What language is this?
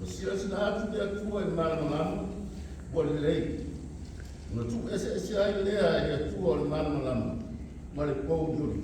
Samoan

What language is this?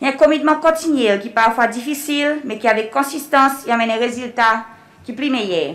Seselwa Creole French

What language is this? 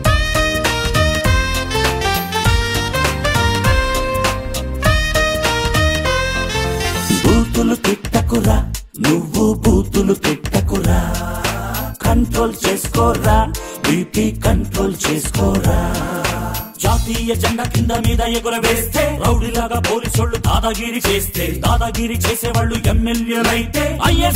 Telugu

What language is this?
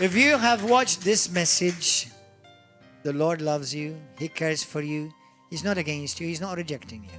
English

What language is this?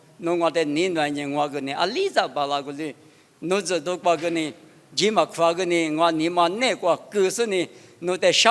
Lisu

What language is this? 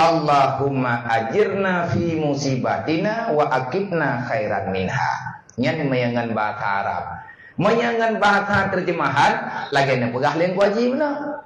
Achinese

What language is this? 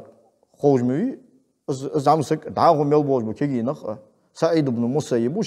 Ingush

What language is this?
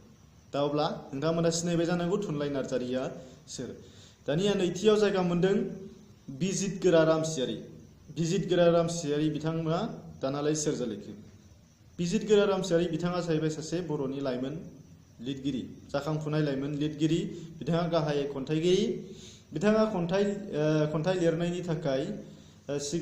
Bodo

